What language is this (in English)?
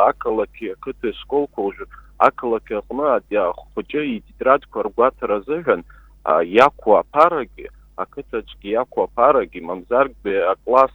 Abkhazian